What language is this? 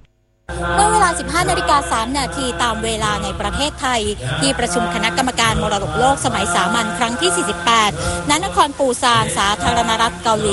Thai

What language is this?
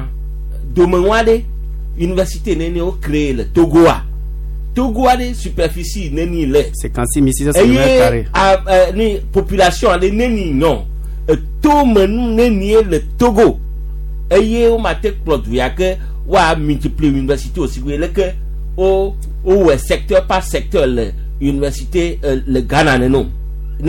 Gen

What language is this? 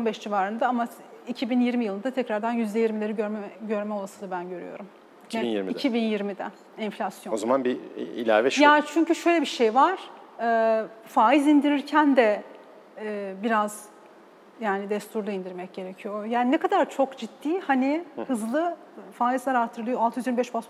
Turkish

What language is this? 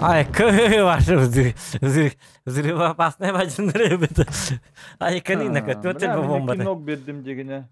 Yakut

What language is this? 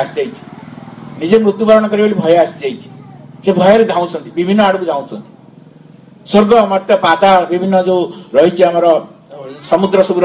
Odia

